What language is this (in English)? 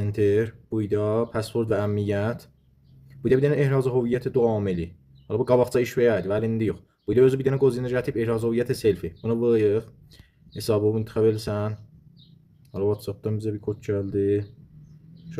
Azerbaijani